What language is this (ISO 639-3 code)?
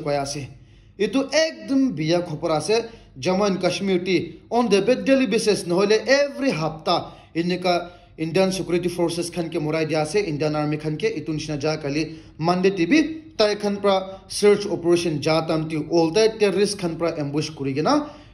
nag